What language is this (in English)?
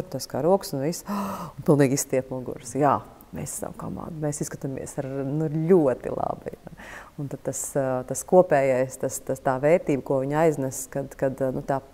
Latvian